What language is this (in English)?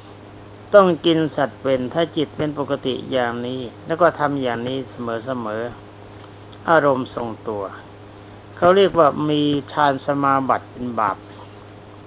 Thai